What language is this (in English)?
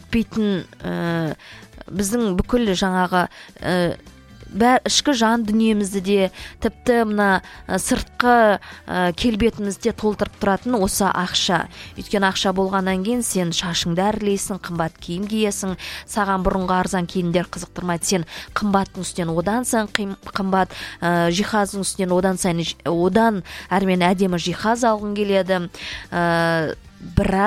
Kazakh